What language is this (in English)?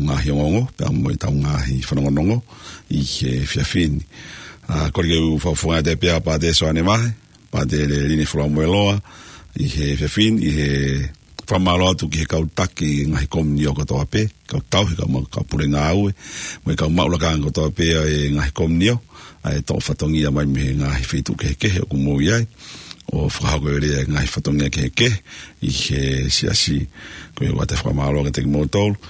Tongan